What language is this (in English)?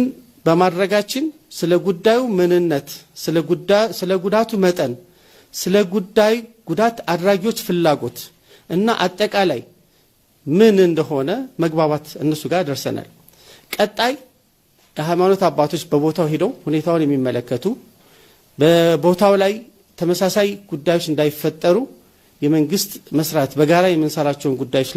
Amharic